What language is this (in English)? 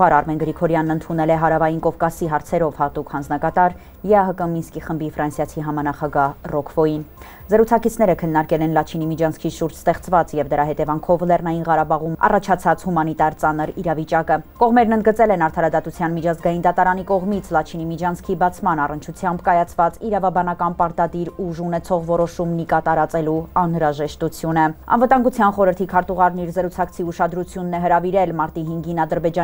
Armenian